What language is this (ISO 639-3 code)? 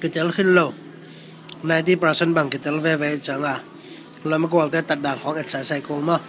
ctd